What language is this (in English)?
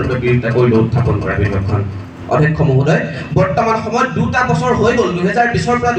Assamese